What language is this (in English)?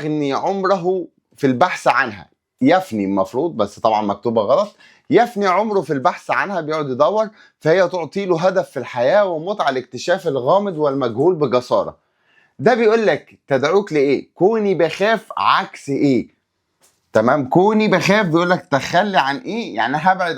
Egyptian Arabic